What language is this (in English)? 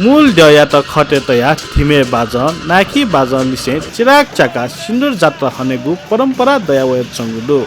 Newari